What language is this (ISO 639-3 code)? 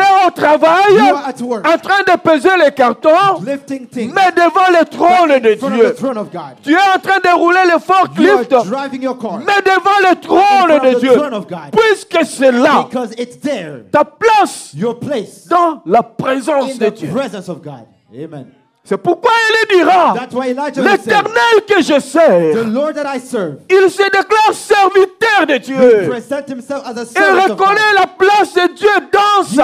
fra